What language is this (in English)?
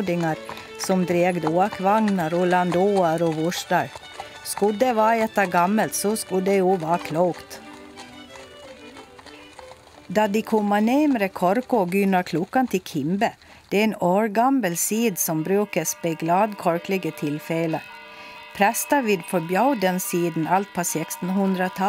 Swedish